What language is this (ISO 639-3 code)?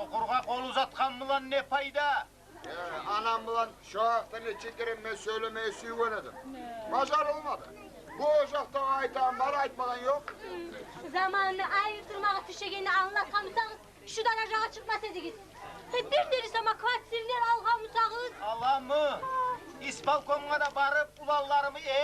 kum